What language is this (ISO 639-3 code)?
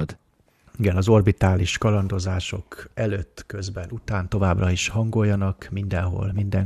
hun